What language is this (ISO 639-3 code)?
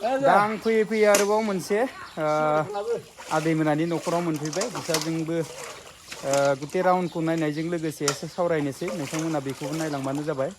brx